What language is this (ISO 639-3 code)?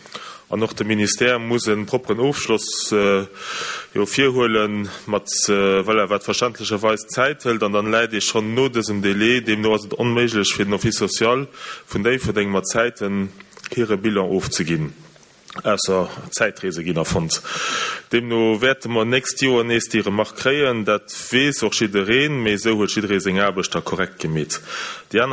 ltz